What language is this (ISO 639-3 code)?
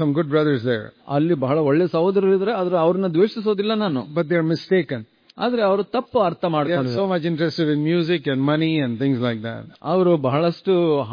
kan